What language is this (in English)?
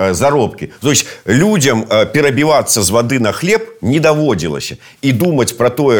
Belarusian